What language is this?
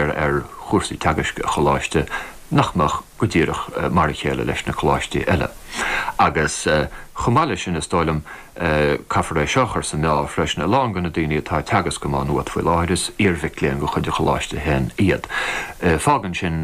Irish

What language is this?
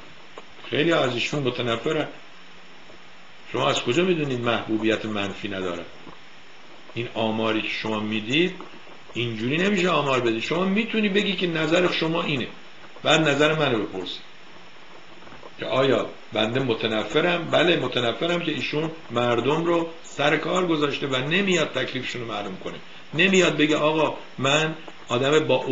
Persian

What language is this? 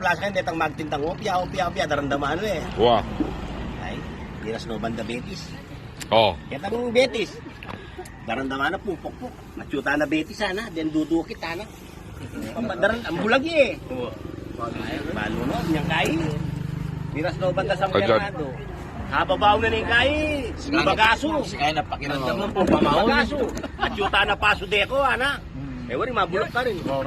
Pampanga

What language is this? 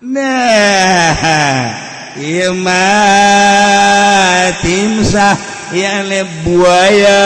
Sundanese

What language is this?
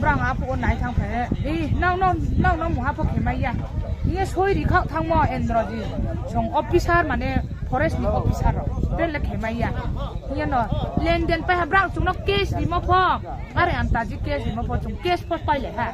Riang (India)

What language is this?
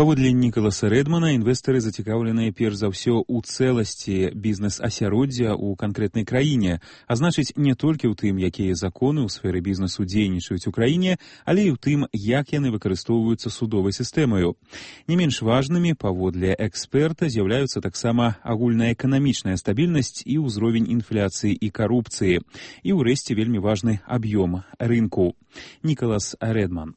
Belarusian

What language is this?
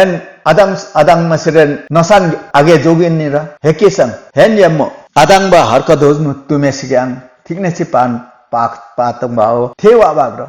Limbu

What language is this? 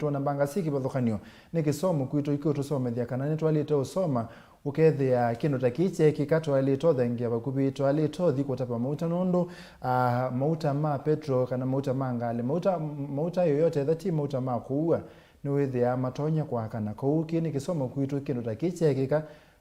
Kamba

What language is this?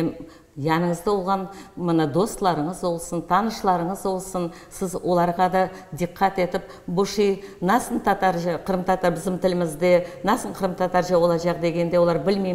Crimean Tatar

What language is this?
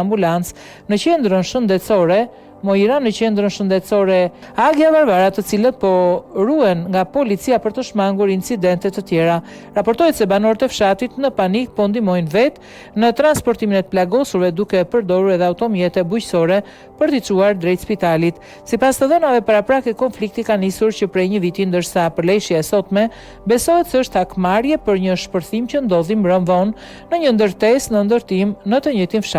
Albanian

